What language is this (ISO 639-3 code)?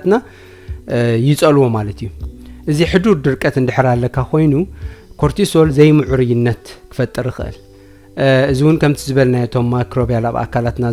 tir